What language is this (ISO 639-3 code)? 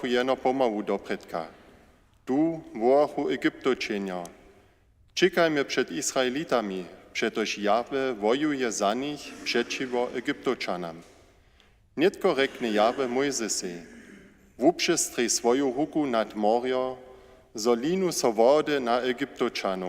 hsb